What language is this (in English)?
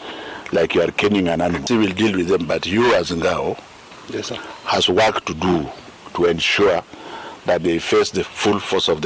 Gusii